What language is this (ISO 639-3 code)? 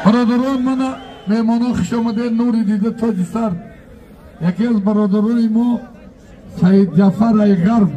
tgk